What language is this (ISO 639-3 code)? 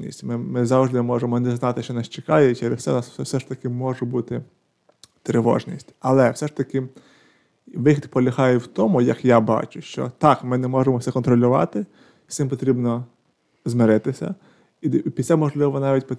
ukr